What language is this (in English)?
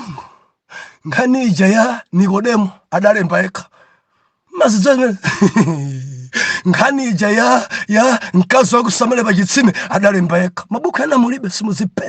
Nyanja